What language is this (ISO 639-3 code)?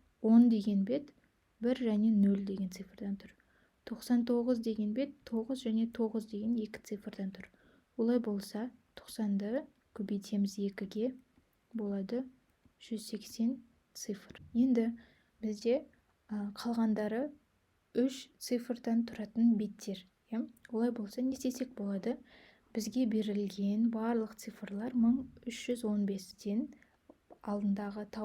kaz